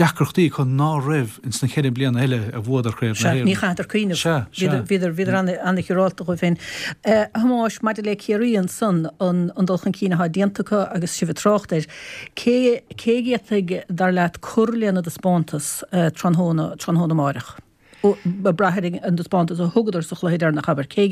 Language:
Irish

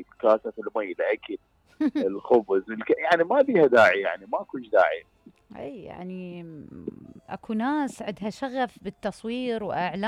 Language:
Mesopotamian Arabic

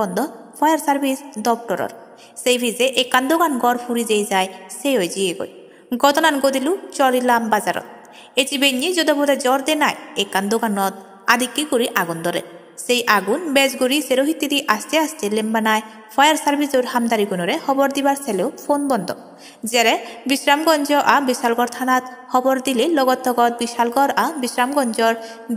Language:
Chakma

